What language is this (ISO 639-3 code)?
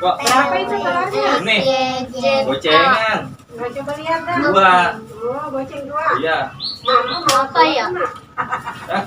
bew